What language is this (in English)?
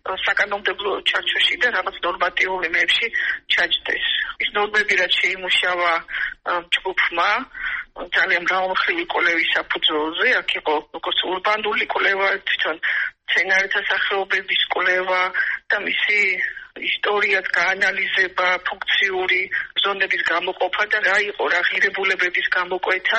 Georgian